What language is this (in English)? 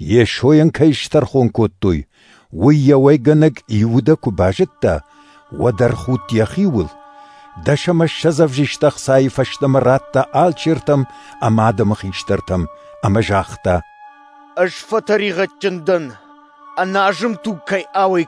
Ossetic